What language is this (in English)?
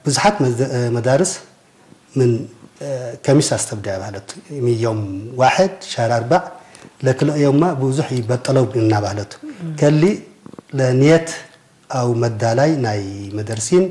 Tigre